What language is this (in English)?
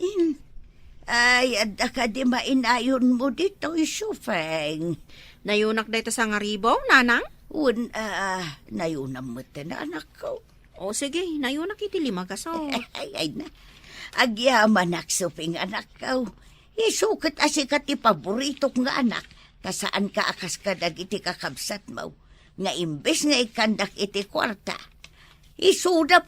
Iloko